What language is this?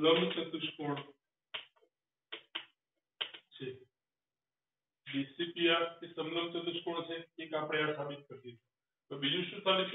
Gujarati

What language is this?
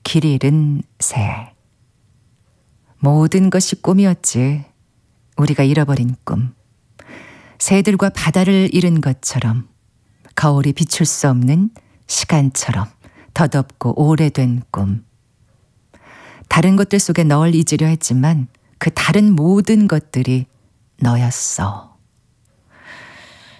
Korean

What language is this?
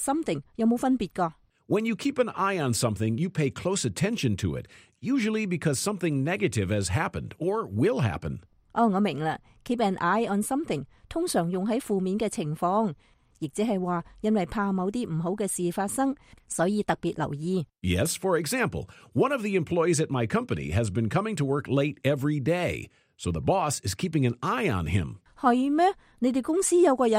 Cantonese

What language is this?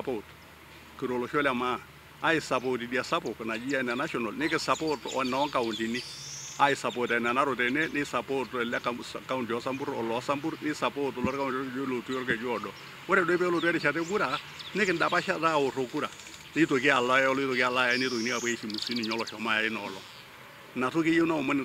Masai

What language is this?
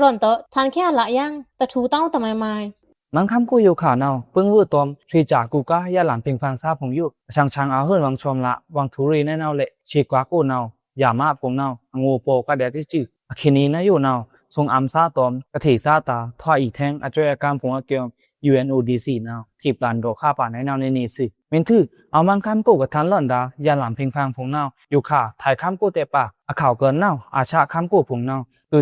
Pa'o Karen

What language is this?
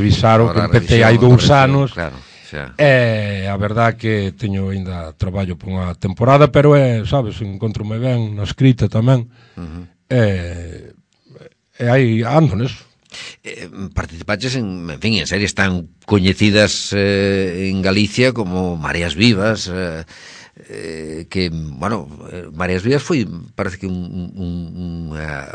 Galician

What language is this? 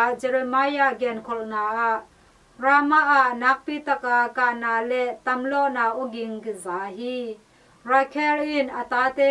Tedim Chin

